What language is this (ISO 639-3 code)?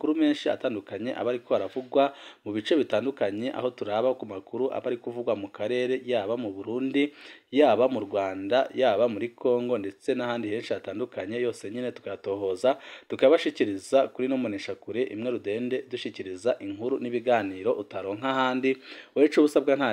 run